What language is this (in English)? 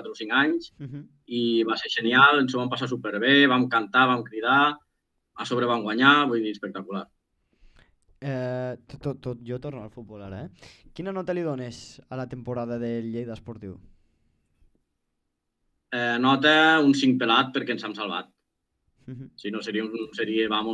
Catalan